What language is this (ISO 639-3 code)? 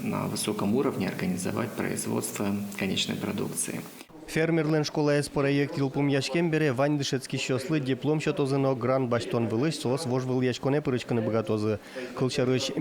udm